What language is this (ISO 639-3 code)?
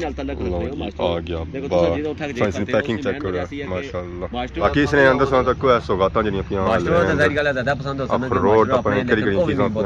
phr